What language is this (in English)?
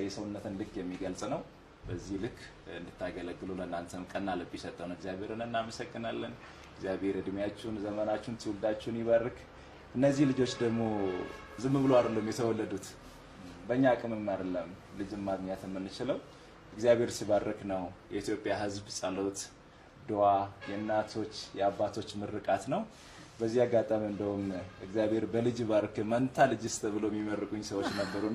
Amharic